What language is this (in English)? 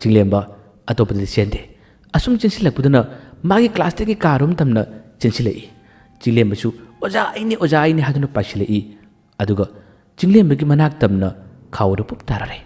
Manipuri